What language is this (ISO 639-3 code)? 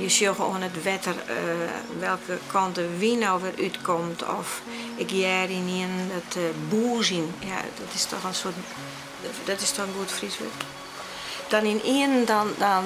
fry